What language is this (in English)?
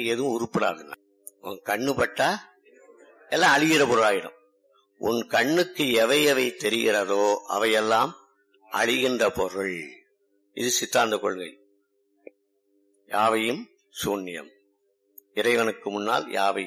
Tamil